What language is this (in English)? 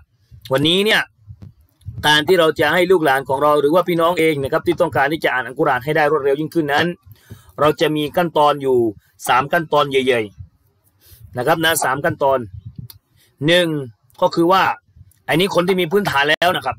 Thai